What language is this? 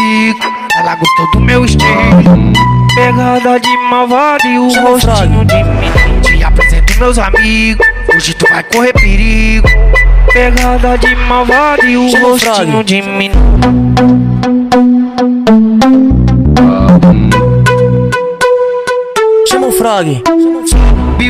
Portuguese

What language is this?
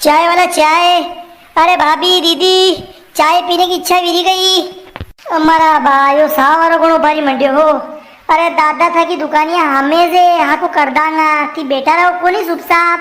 Rajasthani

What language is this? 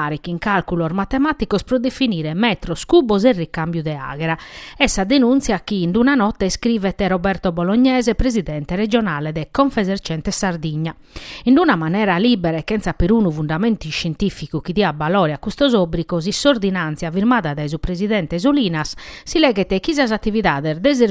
Sardinian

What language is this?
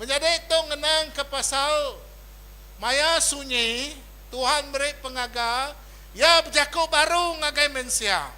Iban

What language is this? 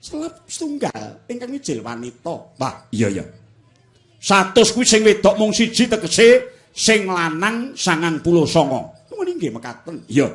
Javanese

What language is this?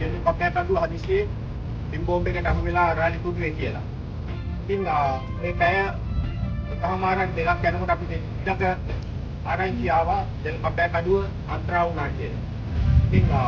Sinhala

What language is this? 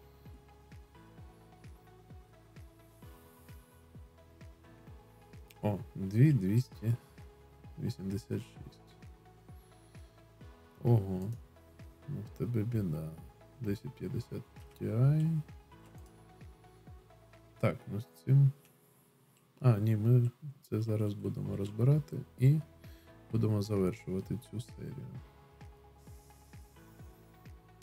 Ukrainian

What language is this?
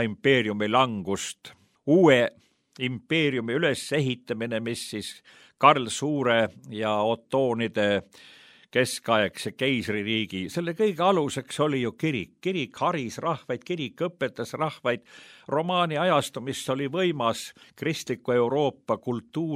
Estonian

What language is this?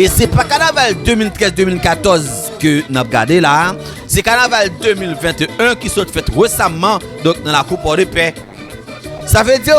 Haitian Creole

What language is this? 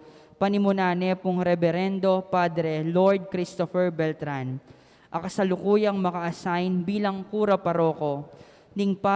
Pampanga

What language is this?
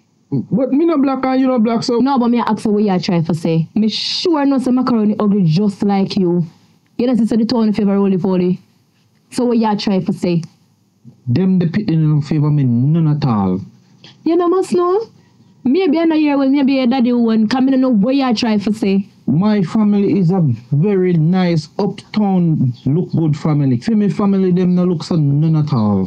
Jamaican Creole English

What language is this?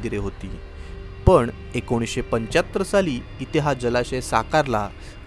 Marathi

